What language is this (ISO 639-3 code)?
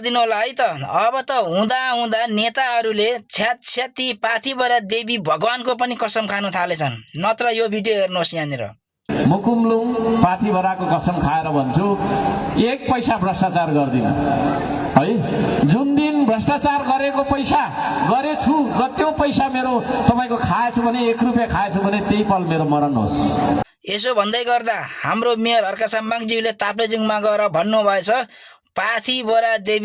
nep